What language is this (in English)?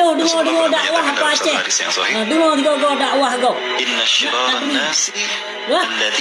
Achinese